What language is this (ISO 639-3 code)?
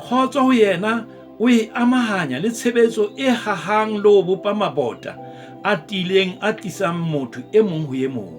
sot